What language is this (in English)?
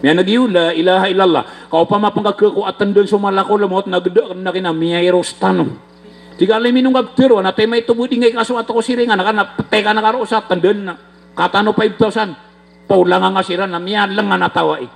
Maranao